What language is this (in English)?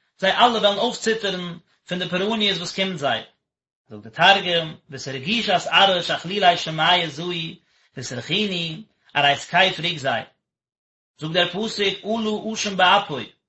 Yiddish